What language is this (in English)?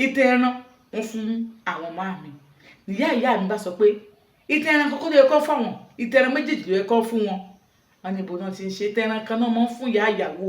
Yoruba